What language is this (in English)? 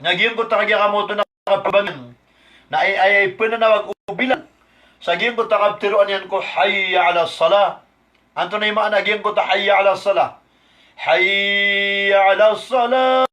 Maranao